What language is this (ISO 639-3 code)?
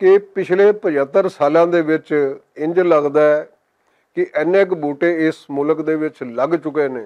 lah